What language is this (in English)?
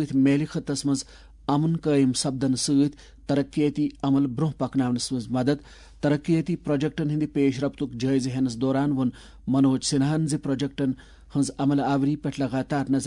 Kashmiri